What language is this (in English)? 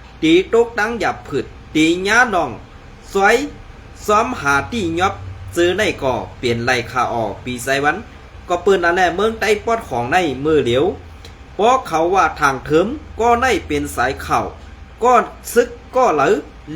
Shan